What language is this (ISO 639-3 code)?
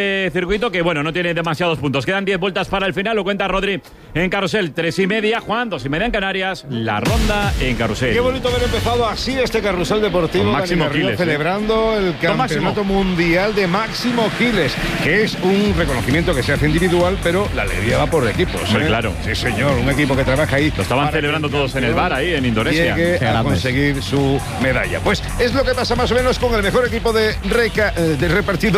spa